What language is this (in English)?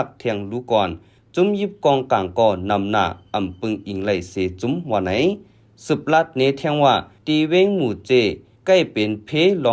Shan